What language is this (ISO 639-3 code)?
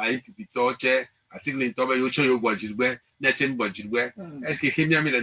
ewe